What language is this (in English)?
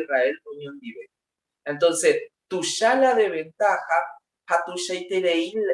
Guarani